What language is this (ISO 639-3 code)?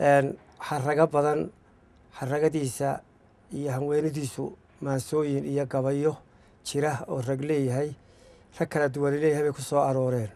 som